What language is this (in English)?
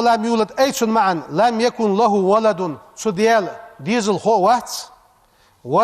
Ingush